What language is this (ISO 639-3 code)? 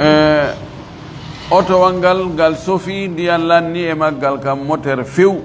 ful